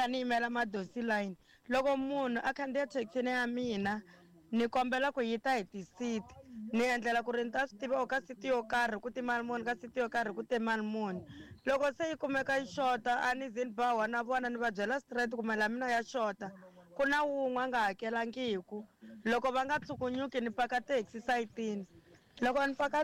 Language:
Tsonga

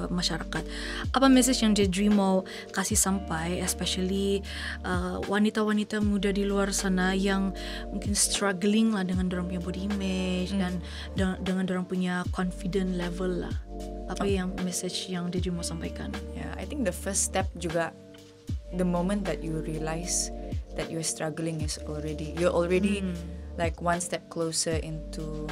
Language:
Malay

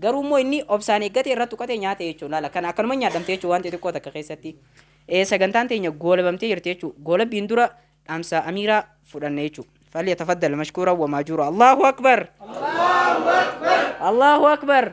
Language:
Oromo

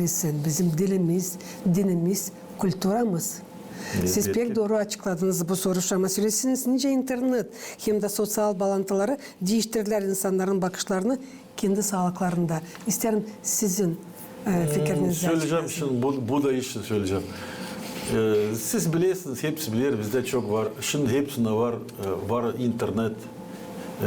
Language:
Gagauz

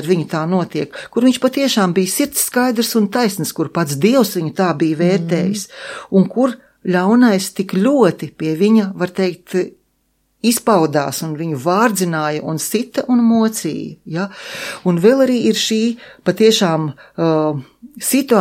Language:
Latvian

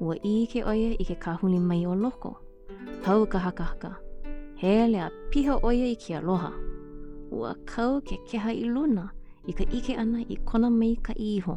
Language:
Hawaiian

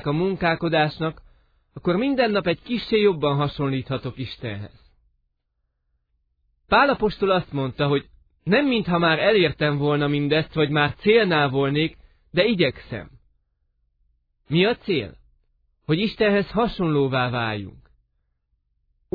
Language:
Hungarian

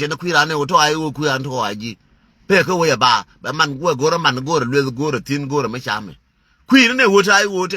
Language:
Nuer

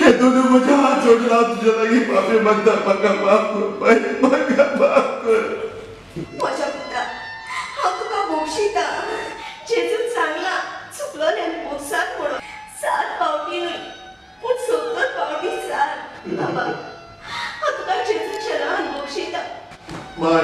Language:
Konkani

